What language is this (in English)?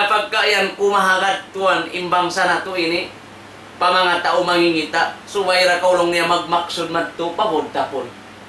Tausug